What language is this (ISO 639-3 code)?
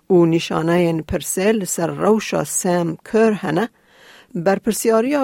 kur